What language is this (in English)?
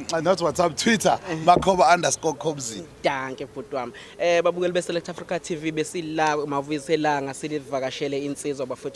Zulu